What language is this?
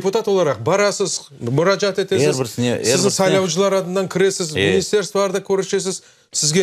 Crimean Tatar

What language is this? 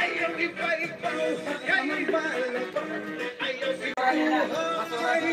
Waray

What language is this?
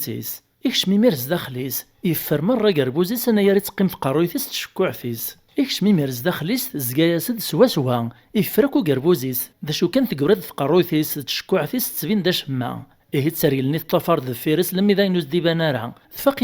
Kabyle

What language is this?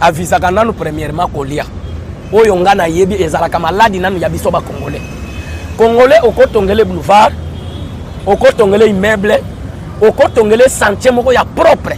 Lingala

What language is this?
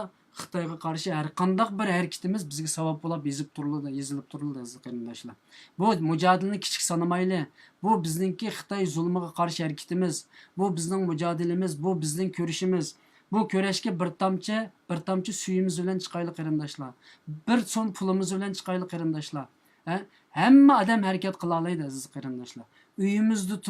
Uyghur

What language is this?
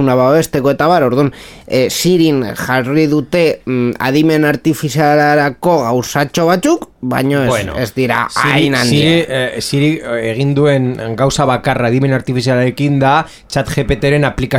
Basque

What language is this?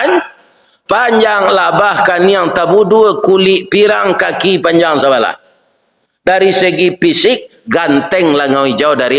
Minangkabau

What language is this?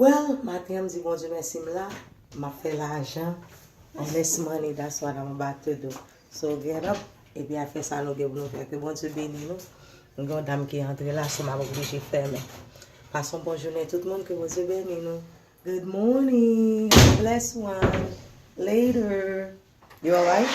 Haitian Creole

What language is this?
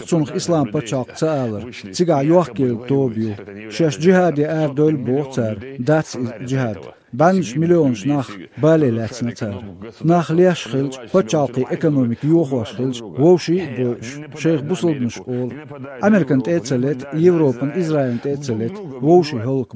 Chechen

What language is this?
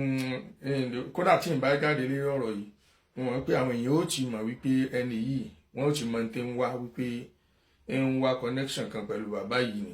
Yoruba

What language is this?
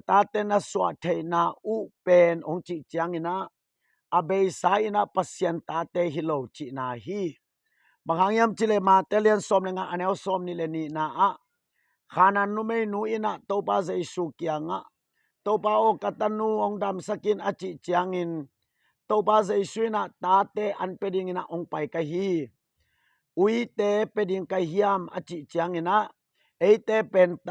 Tedim Chin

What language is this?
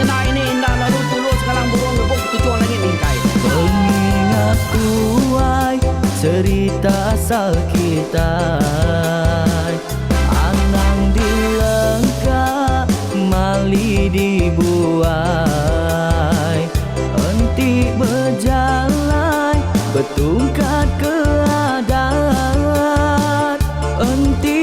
Iban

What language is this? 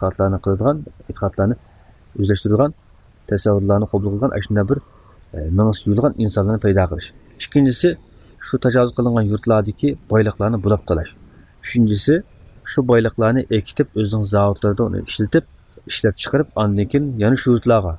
Uyghur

